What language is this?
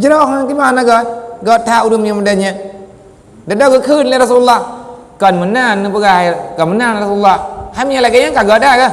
Achinese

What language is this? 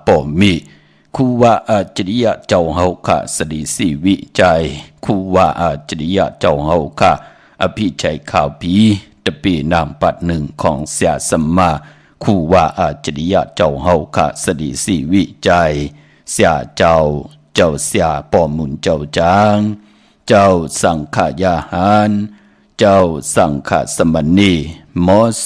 Shan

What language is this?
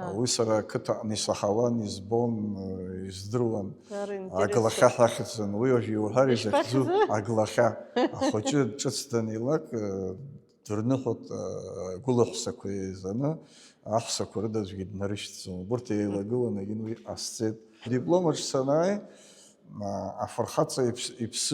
Abkhazian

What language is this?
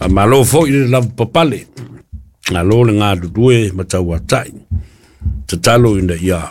Samoan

